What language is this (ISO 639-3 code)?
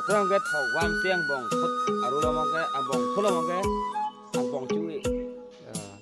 mjw